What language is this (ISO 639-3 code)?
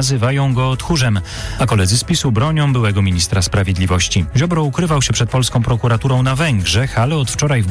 pol